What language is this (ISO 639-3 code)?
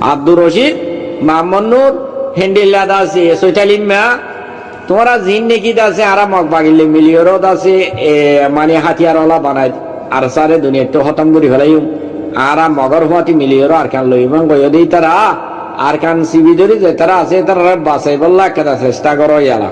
rhg